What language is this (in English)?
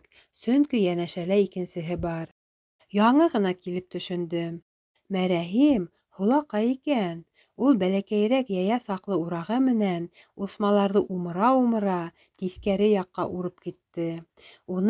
Bashkir